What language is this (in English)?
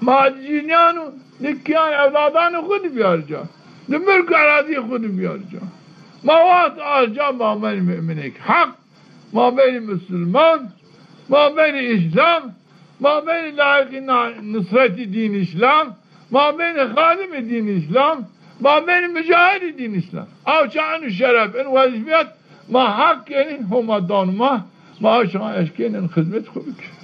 Zaza